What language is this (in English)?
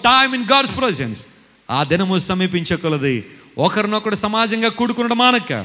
Telugu